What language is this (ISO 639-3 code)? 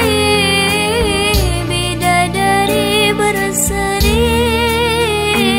ara